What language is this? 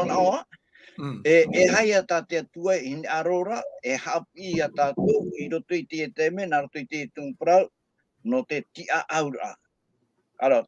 Tahitian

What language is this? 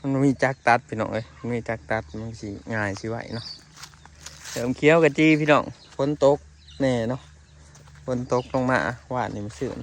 Lao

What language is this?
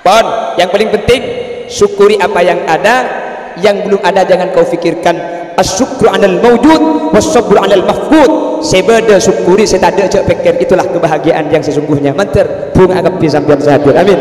Madurese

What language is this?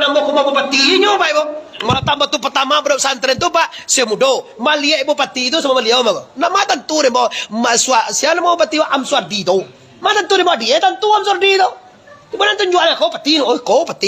Minangkabau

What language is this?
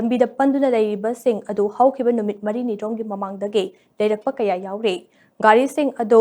Manipuri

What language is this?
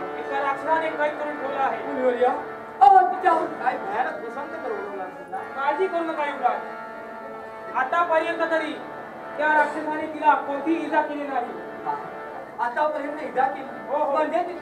Marathi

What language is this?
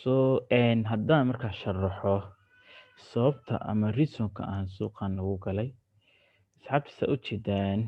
Somali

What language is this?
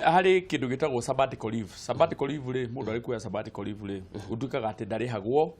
Kikuyu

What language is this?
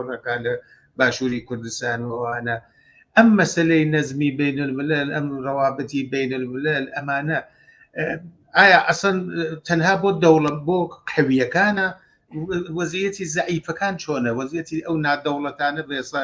Central Kurdish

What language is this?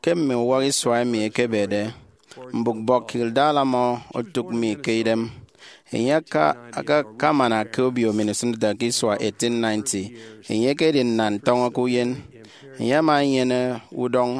Efik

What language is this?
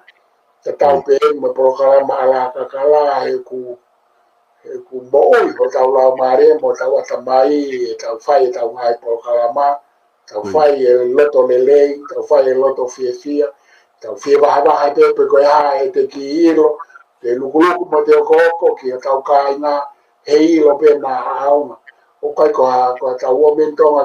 Tongan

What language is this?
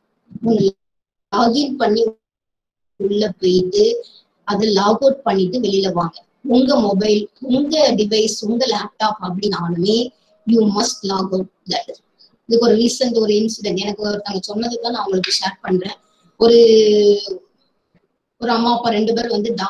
Tamil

